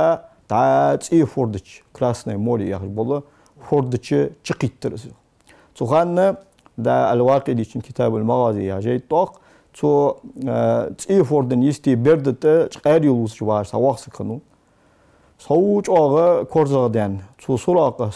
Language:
Ingush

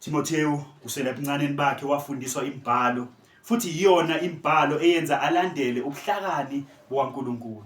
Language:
Zulu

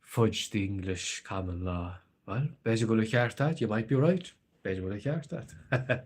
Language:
Irish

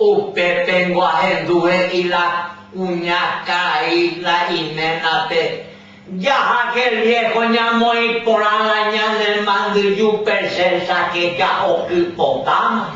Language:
Guarani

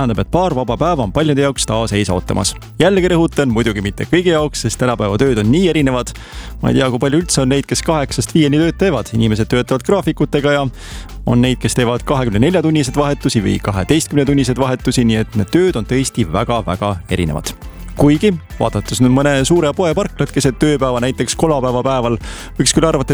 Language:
Estonian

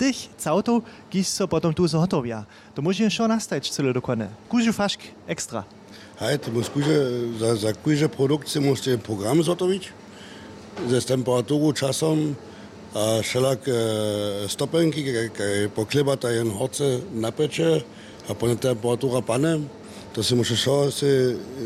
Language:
Upper Sorbian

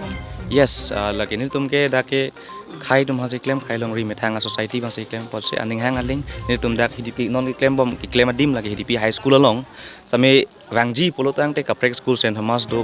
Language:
Karbi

